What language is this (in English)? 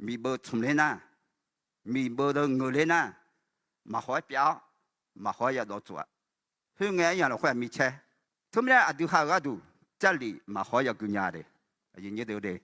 Akha